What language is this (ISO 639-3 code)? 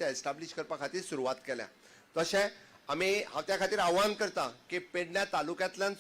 kok